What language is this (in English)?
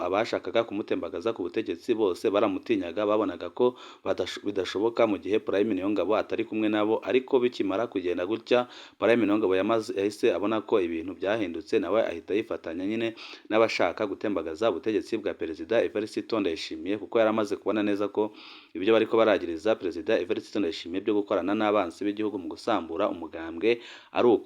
Rundi